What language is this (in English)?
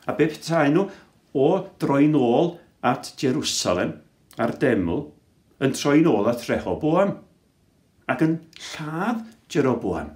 Welsh